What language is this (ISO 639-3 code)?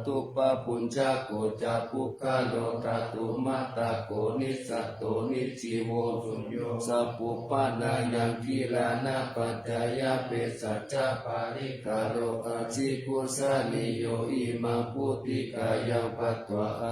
pli